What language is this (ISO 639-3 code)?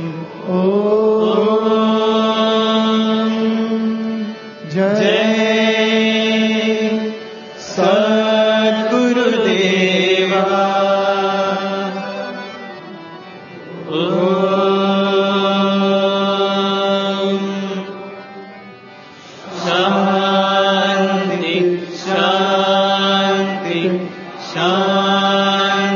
tel